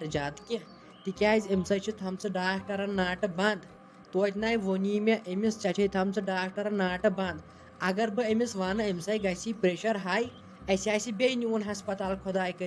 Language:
Kashmiri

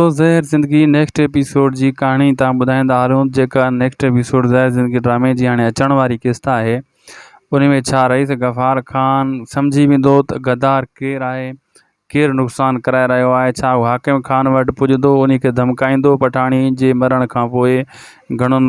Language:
Sindhi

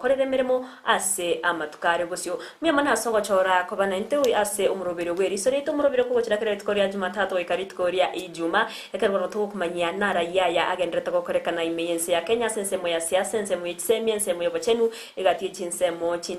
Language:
Gusii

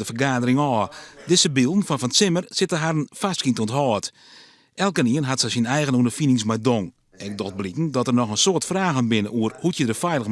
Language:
Western Frisian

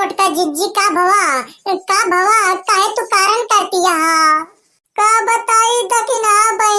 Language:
Awadhi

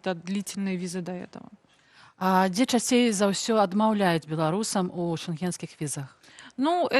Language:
Belarusian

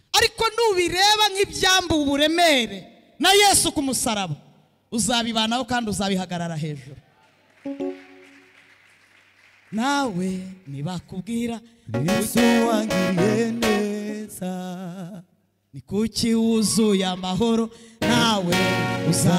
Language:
Kinyarwanda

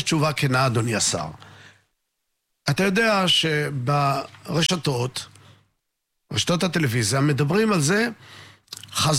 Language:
Hebrew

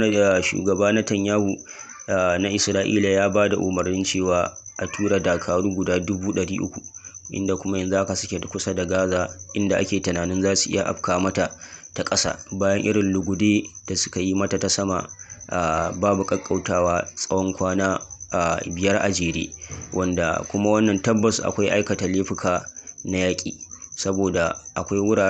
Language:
Hausa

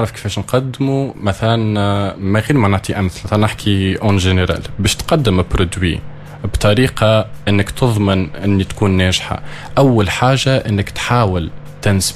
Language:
Tunisian Arabic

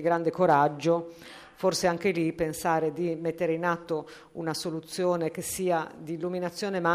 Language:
Italian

